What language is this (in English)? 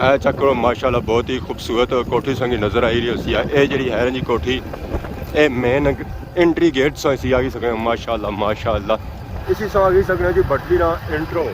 Pahari-Potwari